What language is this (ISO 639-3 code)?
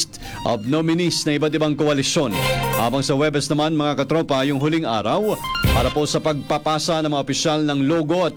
fil